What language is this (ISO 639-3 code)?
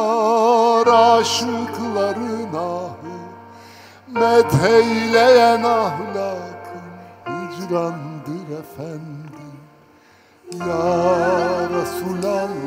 tur